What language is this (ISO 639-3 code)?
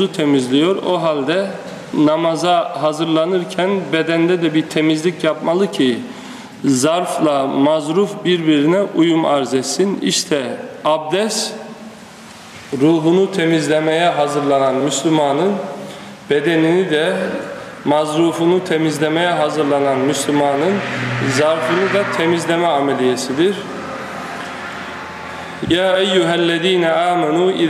tur